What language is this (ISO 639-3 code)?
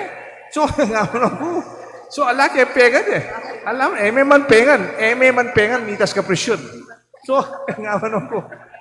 pam